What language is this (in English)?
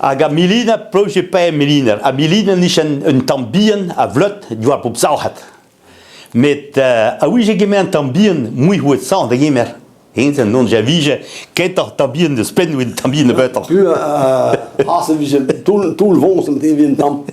Breton